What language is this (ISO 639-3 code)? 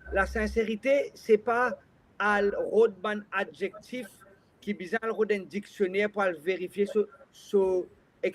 mfe